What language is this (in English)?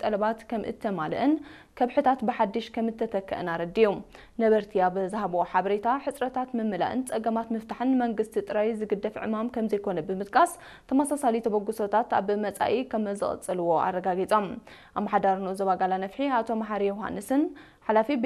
Tigrinya